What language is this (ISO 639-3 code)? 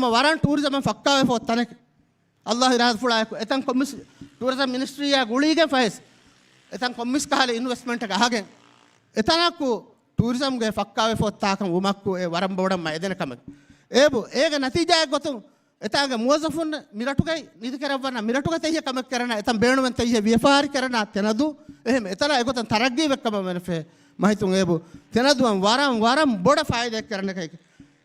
div